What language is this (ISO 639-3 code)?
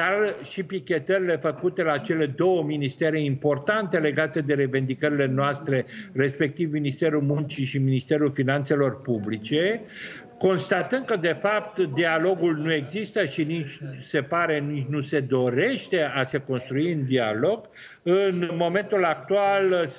ron